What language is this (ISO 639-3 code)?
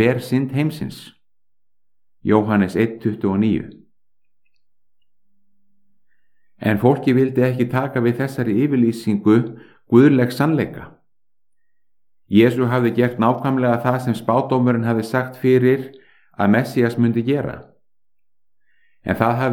isl